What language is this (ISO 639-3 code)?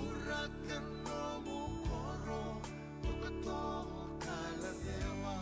fij